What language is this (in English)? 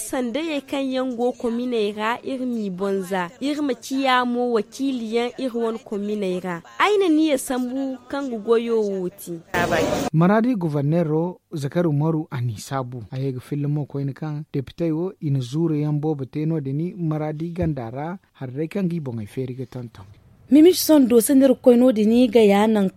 Zarma